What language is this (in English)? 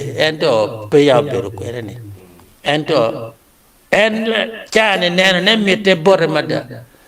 Acoli